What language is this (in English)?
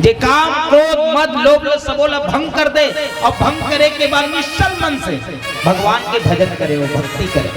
Chhattisgarhi